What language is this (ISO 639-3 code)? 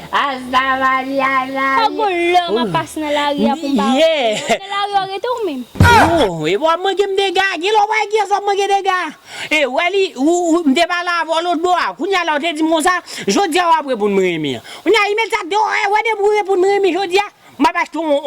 hat